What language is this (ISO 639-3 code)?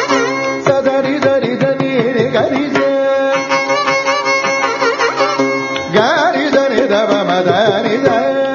tel